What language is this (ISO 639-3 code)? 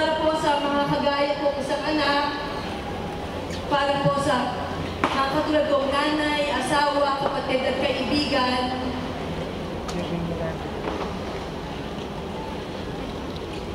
fil